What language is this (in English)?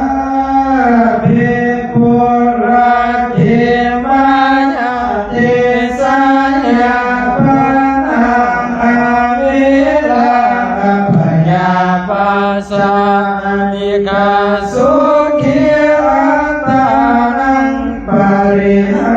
Pali